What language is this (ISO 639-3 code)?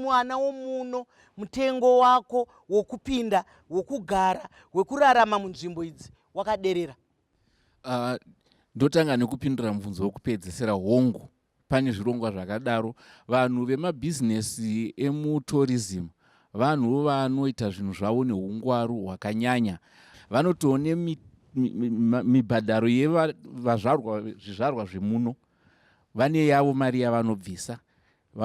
sna